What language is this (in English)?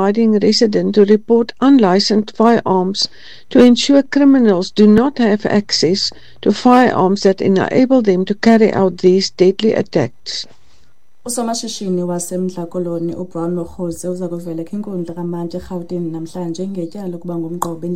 Xhosa